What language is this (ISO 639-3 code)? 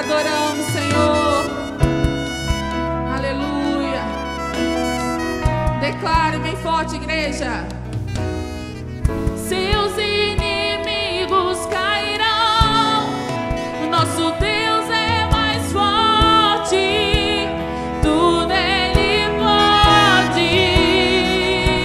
por